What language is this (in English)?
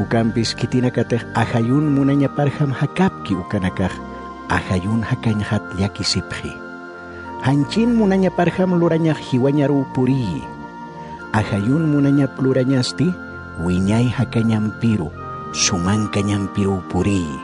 Aymara